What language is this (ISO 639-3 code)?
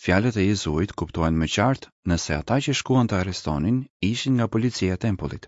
sqi